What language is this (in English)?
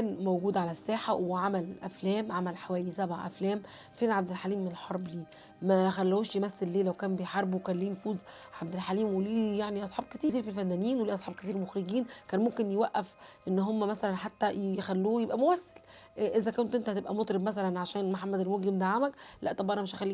Egyptian Arabic